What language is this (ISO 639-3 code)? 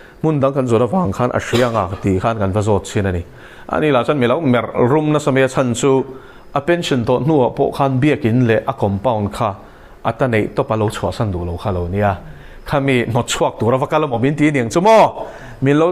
lus